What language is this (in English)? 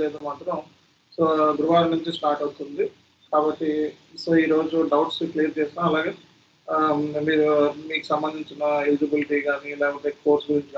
Telugu